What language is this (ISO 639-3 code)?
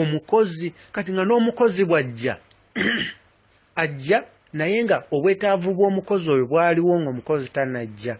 lug